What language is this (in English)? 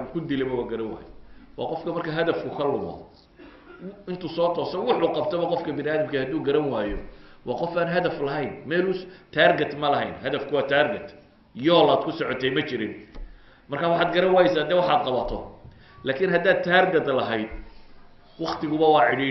Somali